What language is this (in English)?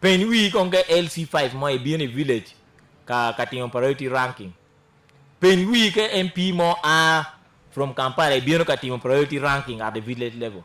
Acoli